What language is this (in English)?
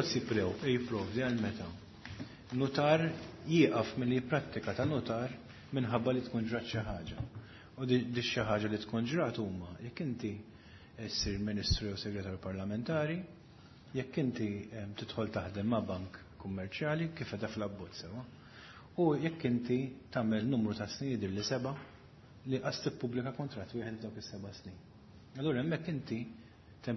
Maltese